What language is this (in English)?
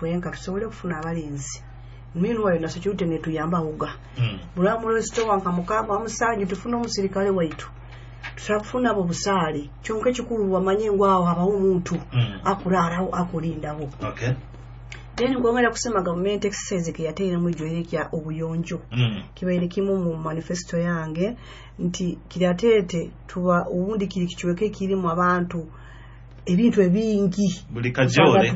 Nyoro